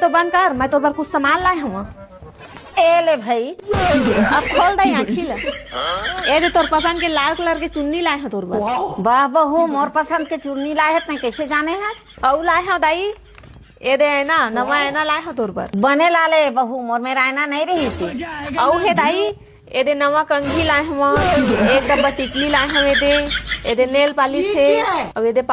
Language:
Chhattisgarhi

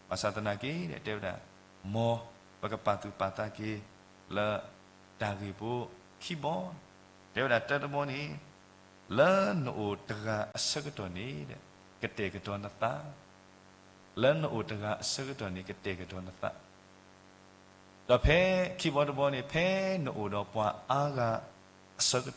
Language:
S'gaw Karen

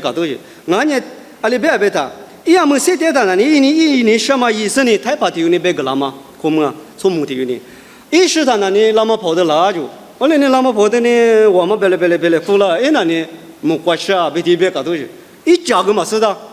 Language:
Lisu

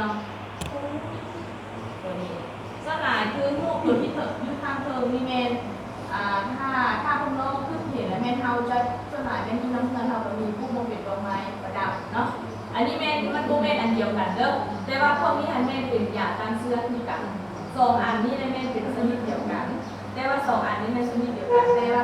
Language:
Lao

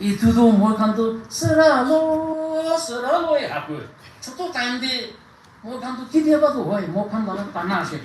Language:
Naga Pidgin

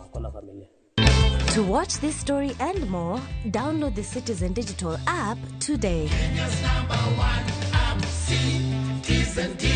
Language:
Luo (Kenya and Tanzania)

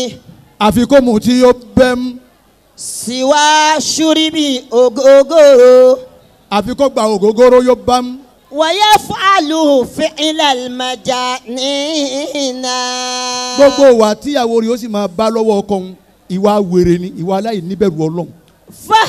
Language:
Yoruba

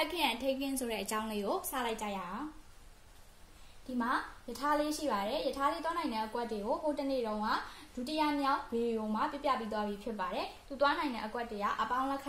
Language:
Burmese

